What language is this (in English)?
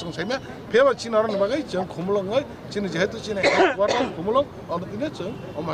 Kok Borok